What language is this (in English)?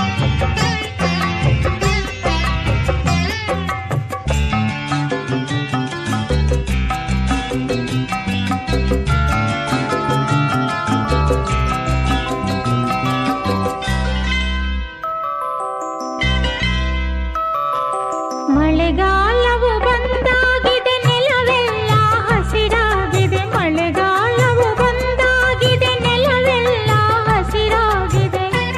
Kannada